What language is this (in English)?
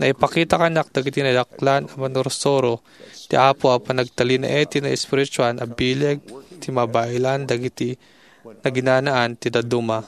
Iloko